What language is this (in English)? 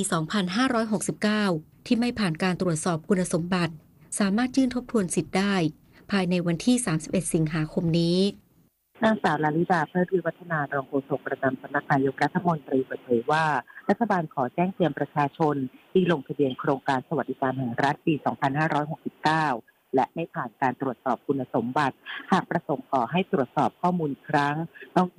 Thai